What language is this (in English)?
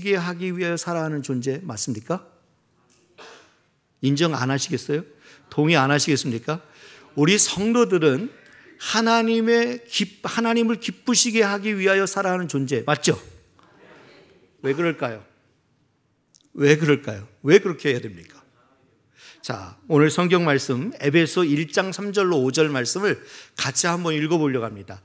Korean